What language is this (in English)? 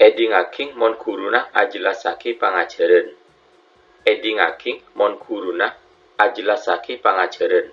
Madurese